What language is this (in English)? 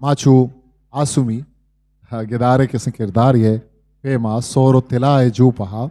Eastern Balochi